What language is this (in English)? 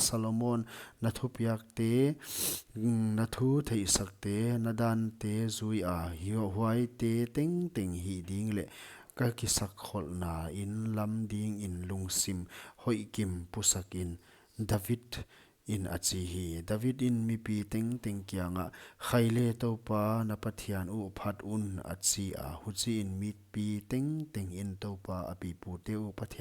Paite Chin